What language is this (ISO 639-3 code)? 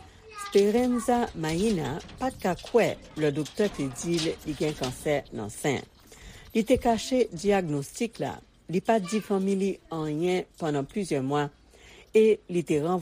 hat